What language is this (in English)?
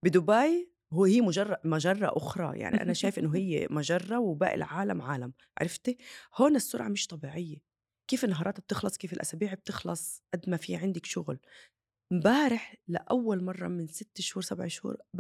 North Levantine Arabic